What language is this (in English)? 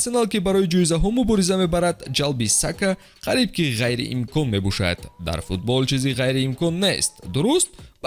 Tajik